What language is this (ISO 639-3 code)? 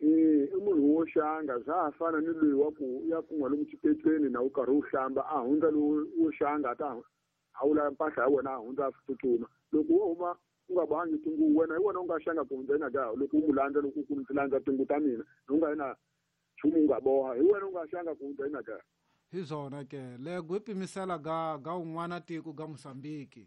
tso